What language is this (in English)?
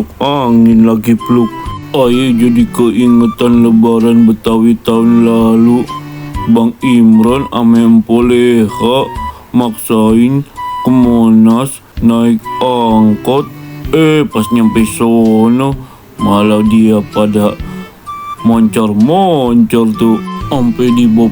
Betawi